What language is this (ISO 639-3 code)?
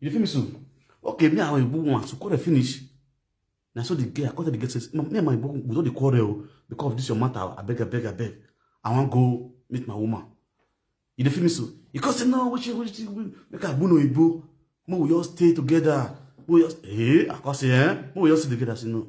pcm